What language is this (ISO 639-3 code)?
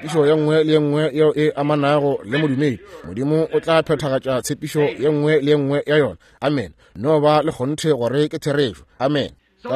nso